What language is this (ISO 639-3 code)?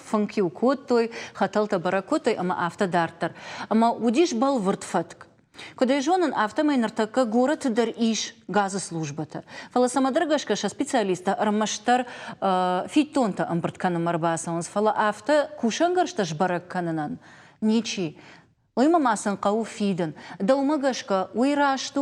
oss